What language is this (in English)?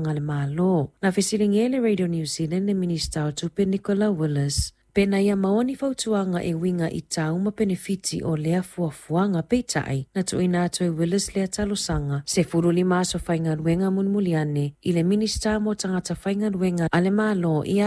Samoan